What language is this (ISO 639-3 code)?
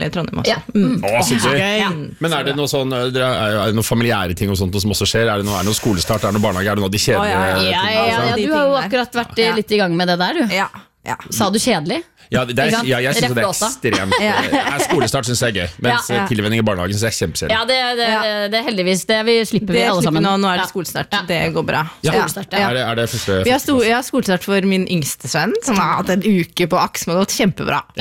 nor